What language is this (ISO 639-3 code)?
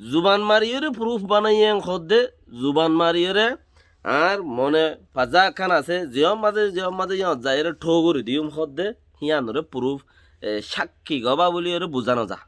rhg